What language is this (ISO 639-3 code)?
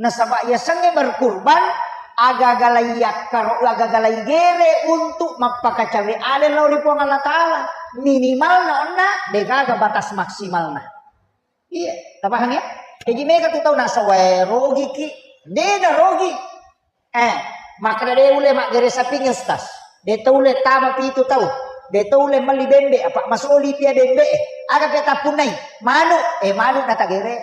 bug